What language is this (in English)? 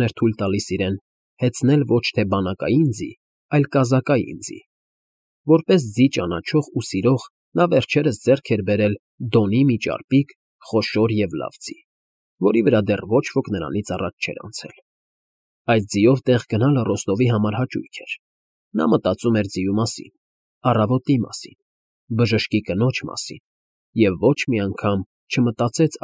Armenian